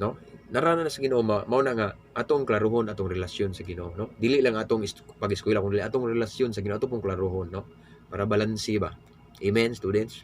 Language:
Cebuano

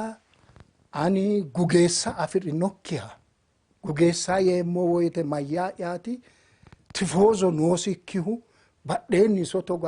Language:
Sidamo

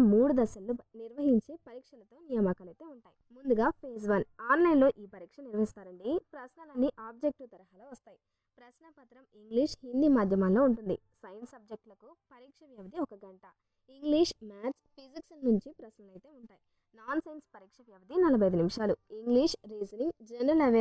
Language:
Telugu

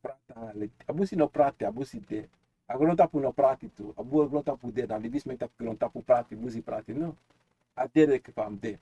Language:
Sranan Tongo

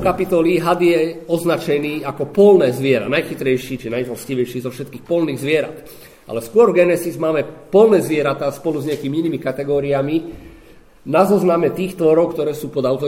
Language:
Slovak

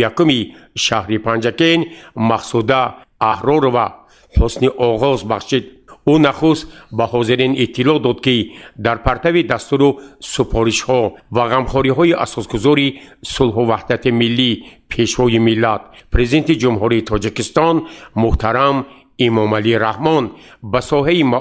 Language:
Tajik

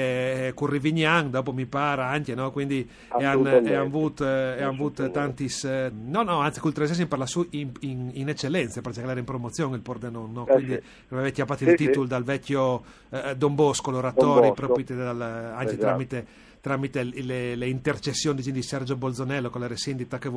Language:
Friulian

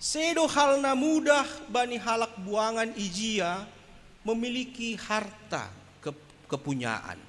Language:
Batak Simalungun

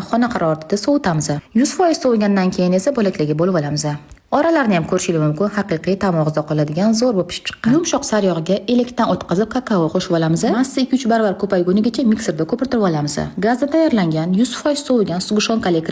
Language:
Uzbek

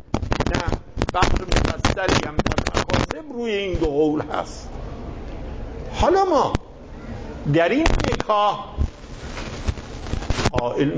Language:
Persian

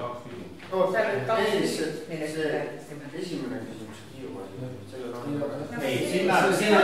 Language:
Estonian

